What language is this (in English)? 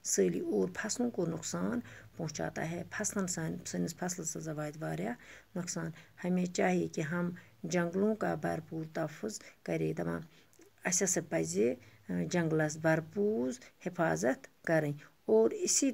Kashmiri